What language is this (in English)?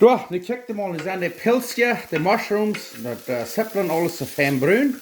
Plautdietsch